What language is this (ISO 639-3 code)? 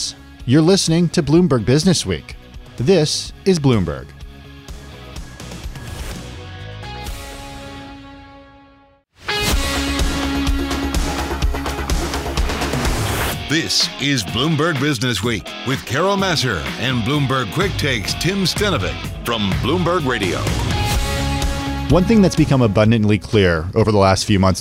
eng